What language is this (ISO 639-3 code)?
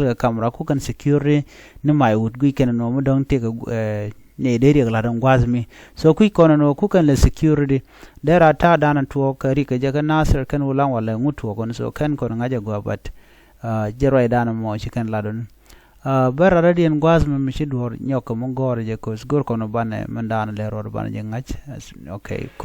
nus